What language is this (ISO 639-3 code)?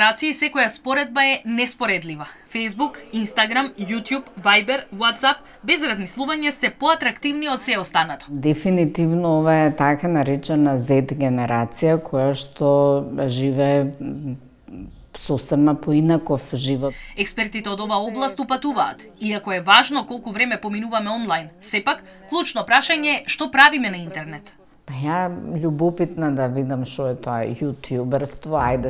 mkd